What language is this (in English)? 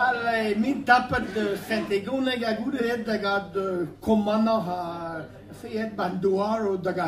Breton